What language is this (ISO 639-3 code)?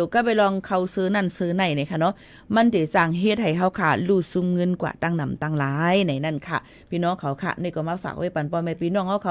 shn